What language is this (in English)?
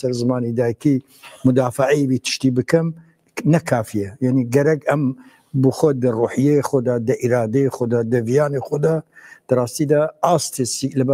Kurdish